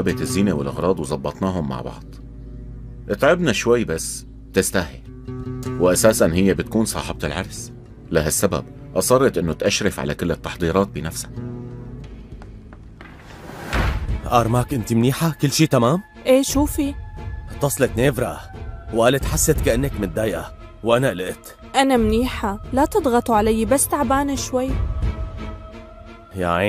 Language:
North Levantine Arabic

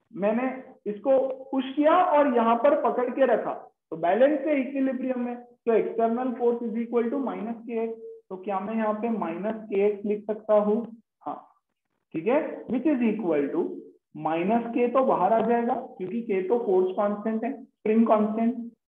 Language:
Hindi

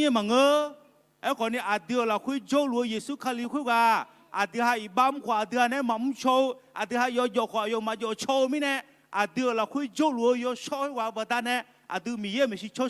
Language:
Akha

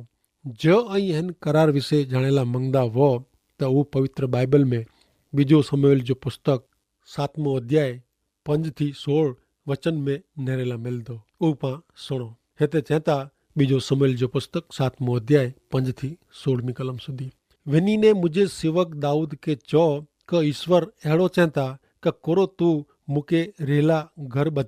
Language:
Kachhi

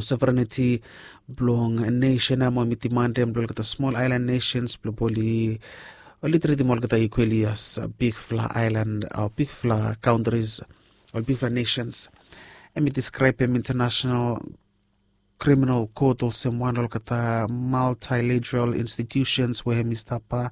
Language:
Bislama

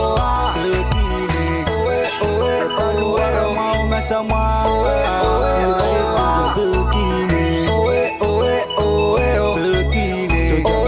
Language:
Pohnpeian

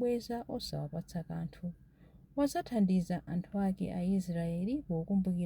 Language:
Nyanja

